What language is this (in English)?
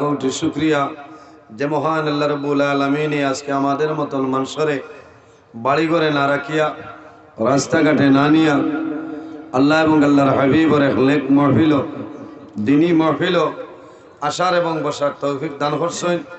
Sylheti